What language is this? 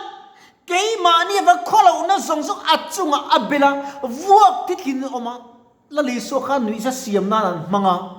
Mizo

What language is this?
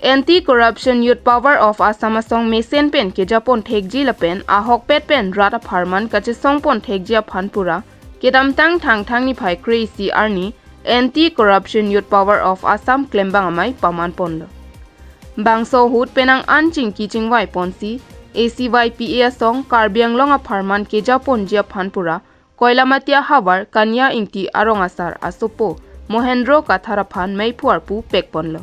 Karbi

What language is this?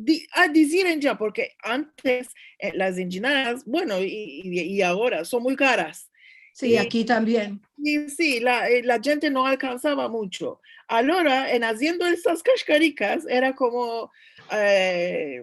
Ladino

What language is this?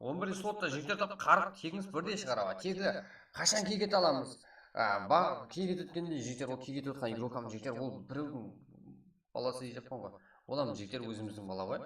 Kara-Kalpak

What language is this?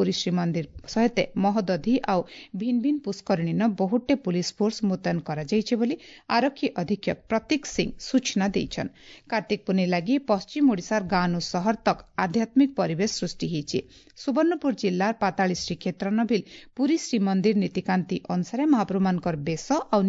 Odia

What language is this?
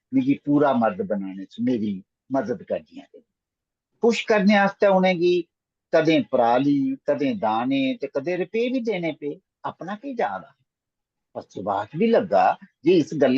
Dogri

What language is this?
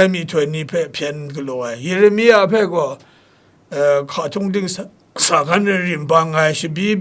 Kachin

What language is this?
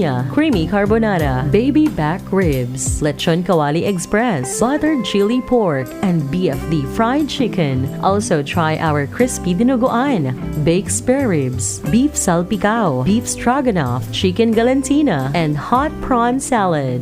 Bikol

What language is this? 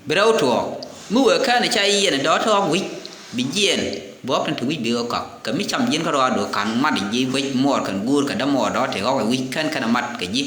Nuer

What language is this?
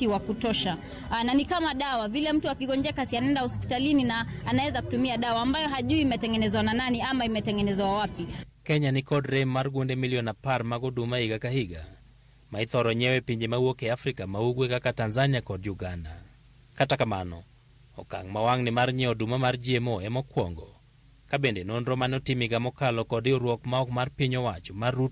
Luo (Kenya and Tanzania)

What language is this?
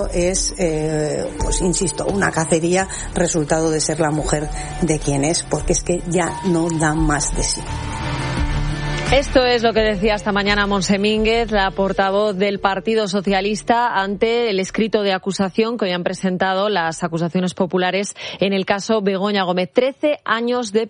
Spanish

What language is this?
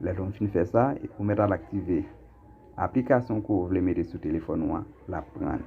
Haitian Creole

